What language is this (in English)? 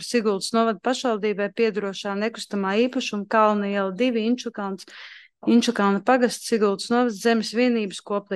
Latvian